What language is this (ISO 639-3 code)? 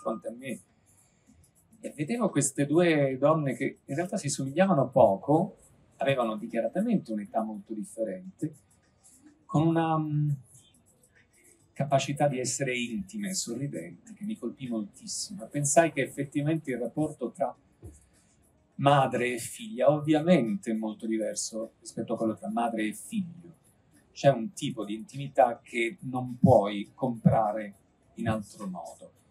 ita